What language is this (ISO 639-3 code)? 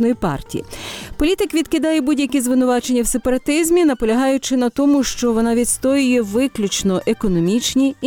ukr